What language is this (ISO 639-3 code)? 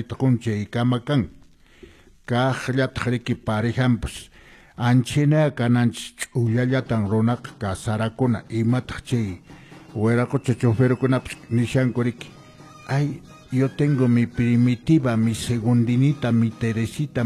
que